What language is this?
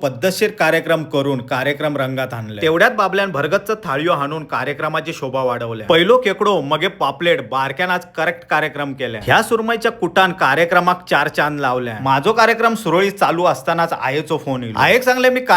Konkani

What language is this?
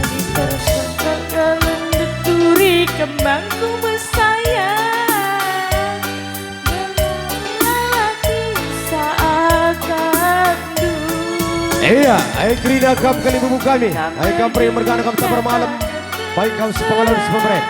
Batak Karo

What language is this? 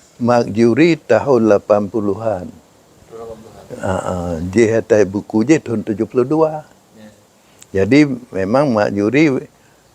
Achinese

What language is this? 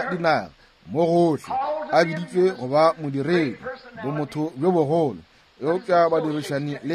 Northern Sotho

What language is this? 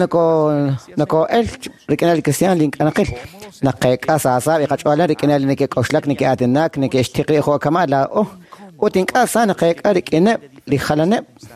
Kekchí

